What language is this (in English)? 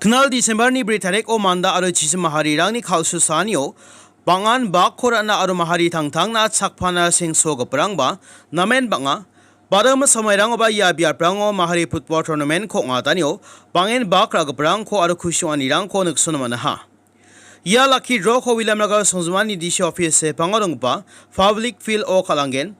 Garo